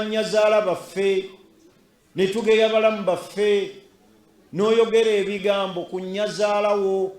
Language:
Ganda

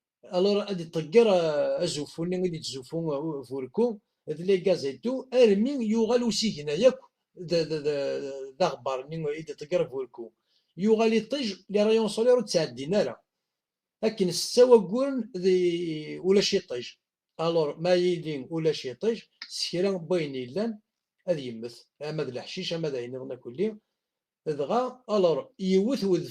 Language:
Kabyle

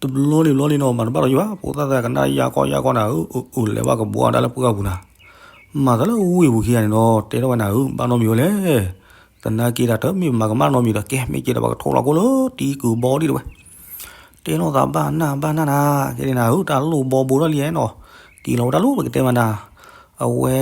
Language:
S'gaw Karen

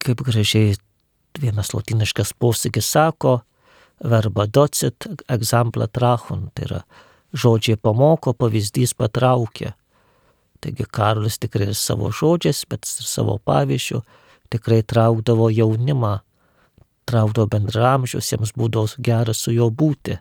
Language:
Lithuanian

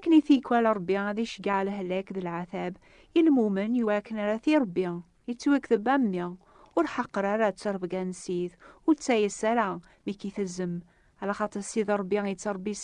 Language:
Kabyle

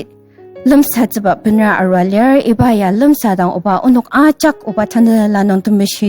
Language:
Ao Naga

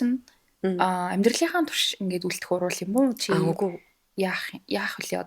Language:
Mongolian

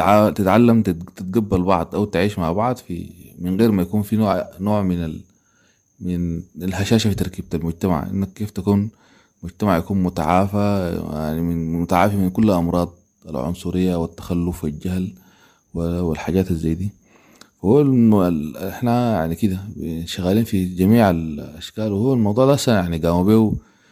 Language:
Sudanese Arabic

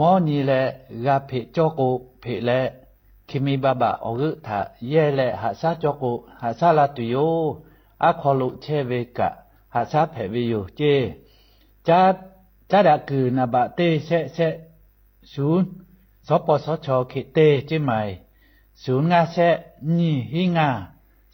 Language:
Lahu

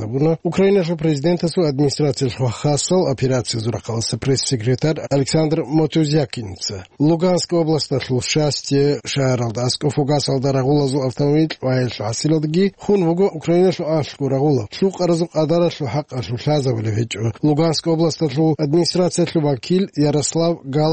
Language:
Avaric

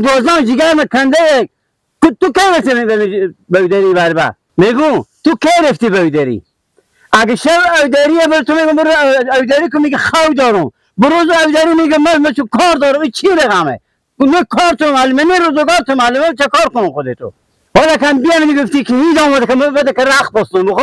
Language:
Persian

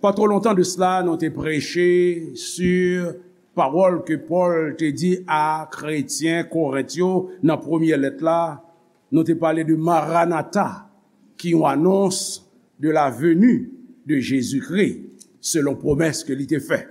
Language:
Haitian Creole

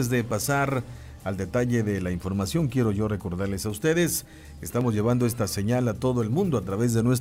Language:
Spanish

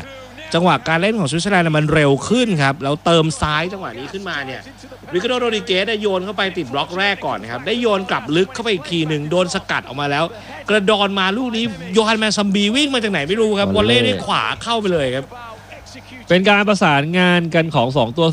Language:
Thai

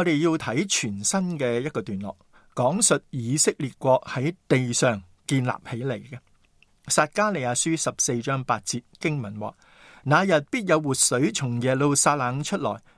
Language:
Cantonese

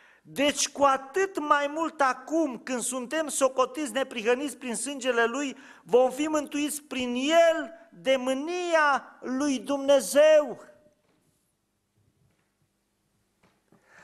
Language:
Romanian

